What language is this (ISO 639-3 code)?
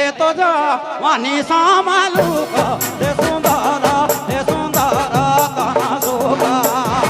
sck